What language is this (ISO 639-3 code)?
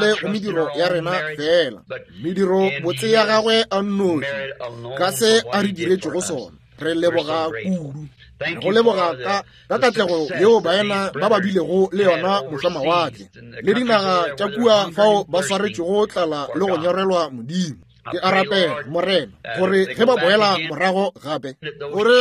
nso